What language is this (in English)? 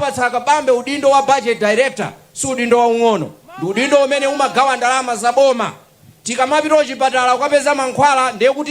Nyanja